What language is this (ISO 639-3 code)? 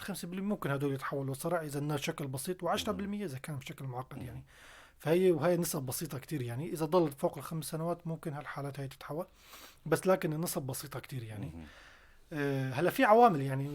apc